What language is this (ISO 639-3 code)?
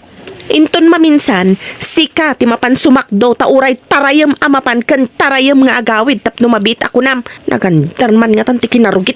ilo